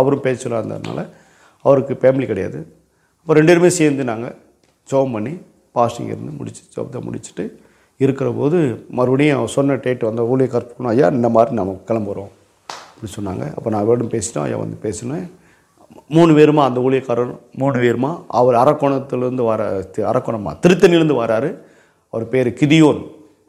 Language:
Tamil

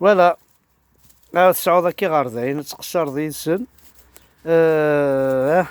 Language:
Kabyle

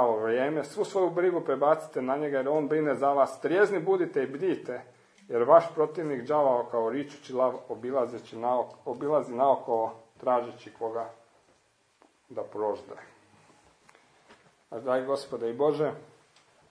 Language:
Croatian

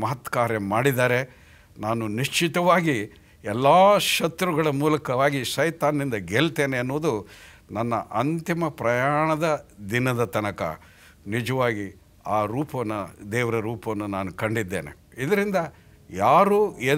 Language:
Kannada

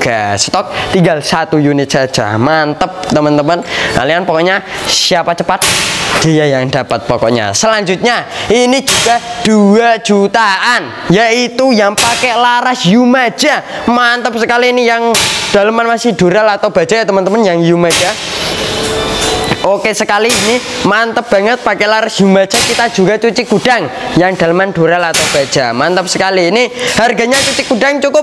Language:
Indonesian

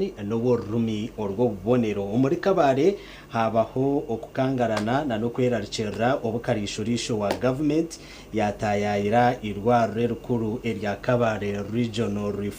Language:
Nyankole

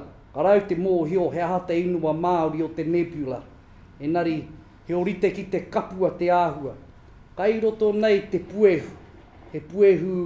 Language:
Māori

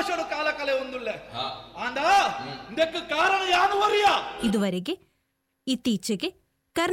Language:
Tulu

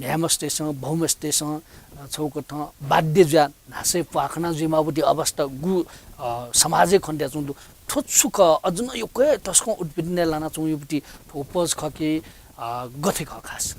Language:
Newari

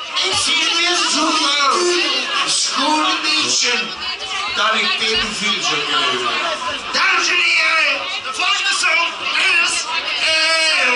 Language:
Limburgish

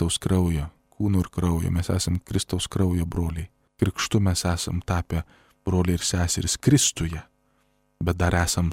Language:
Lithuanian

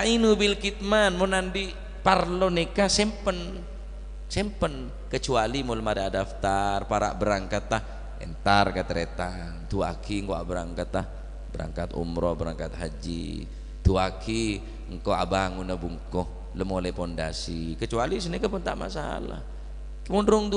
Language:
Madurese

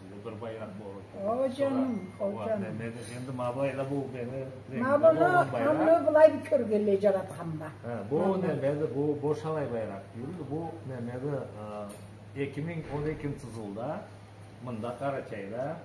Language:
Karachay-Balkar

